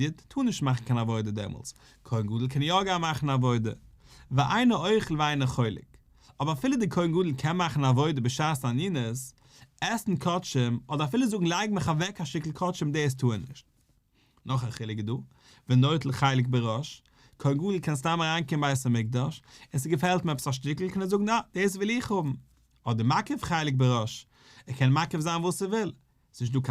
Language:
Yiddish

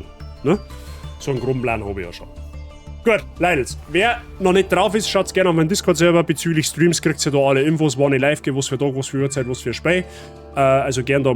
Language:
Bavarian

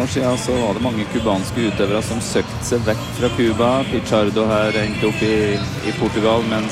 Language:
Norwegian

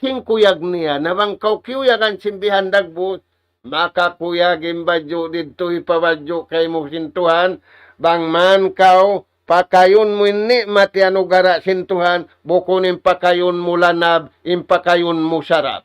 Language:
Tausug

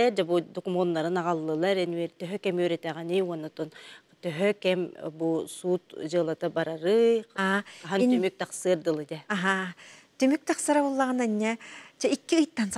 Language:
Yakut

